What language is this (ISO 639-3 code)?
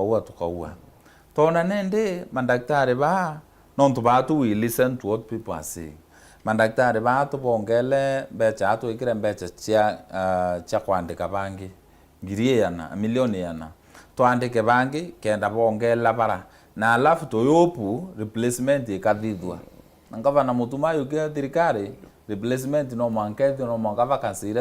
mer